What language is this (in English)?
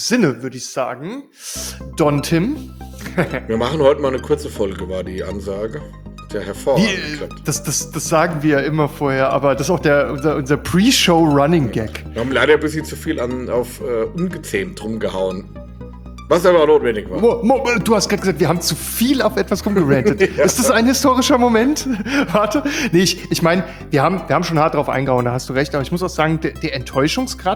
German